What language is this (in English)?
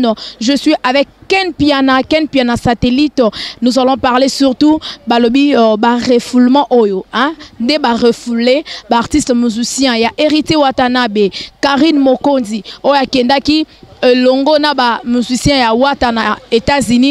Lingala